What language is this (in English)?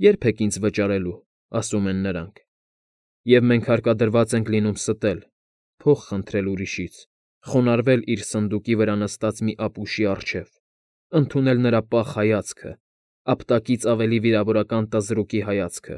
Armenian